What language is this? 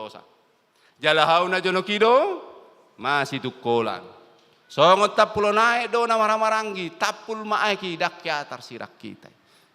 Batak Toba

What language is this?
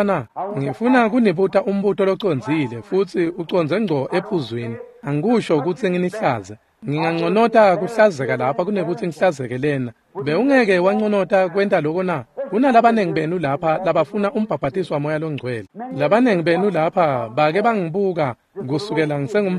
Swati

